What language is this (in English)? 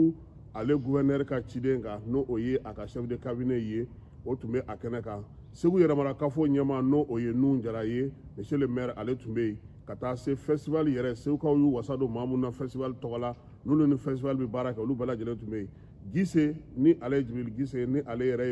Bambara